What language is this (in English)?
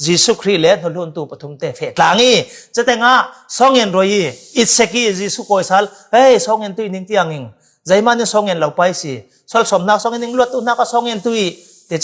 Falam Chin